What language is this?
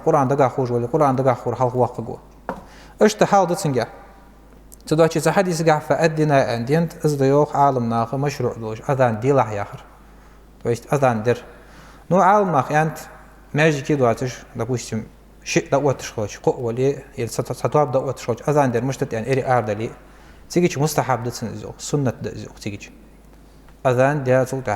Ingush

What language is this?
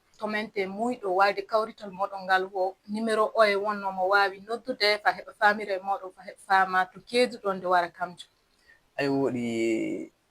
Fula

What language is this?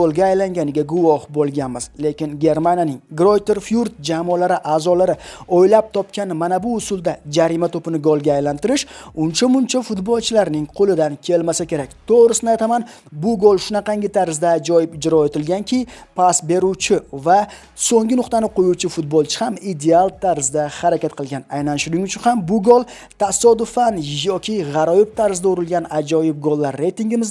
Uzbek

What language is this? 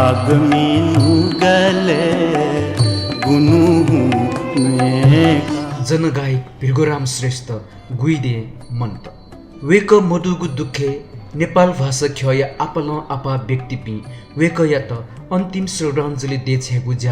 Newari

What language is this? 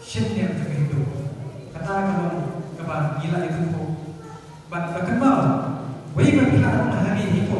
Khasi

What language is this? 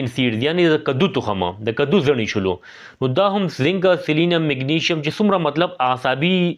Pashto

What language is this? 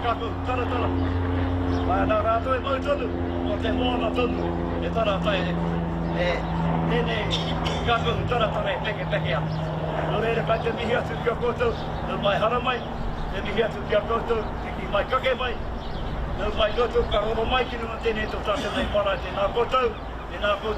Māori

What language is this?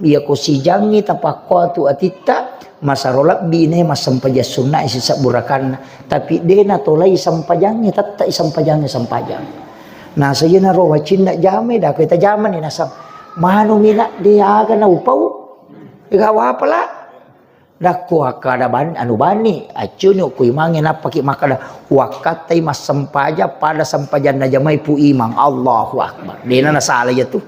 Buginese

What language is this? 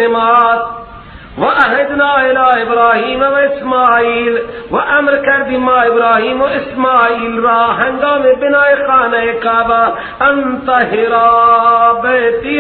Persian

